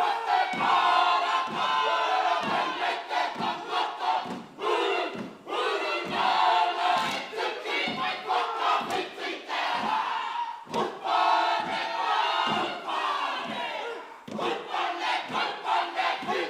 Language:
Māori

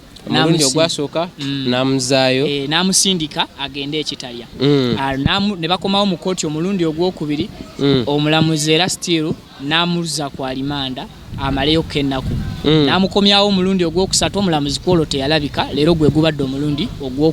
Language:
Ganda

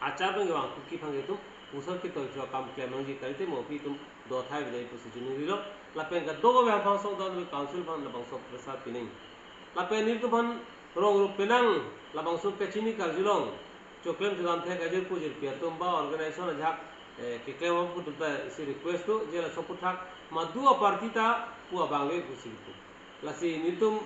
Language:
Karbi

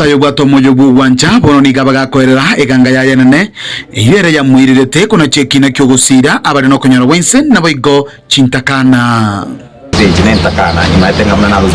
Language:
Gusii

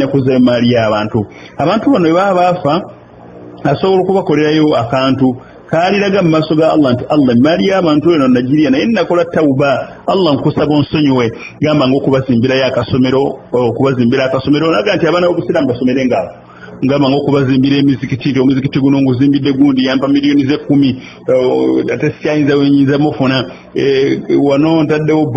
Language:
Ganda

